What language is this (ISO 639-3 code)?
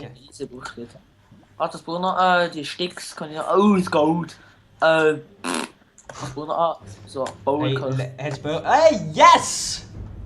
gsw